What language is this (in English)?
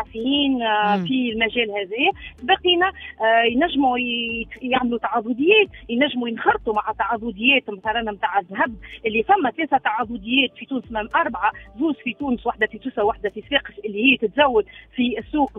Tunisian Arabic